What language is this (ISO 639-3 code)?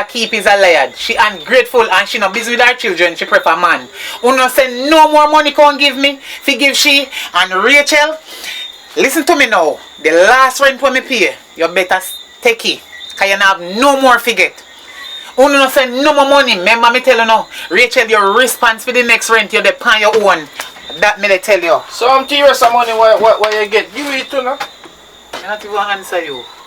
jam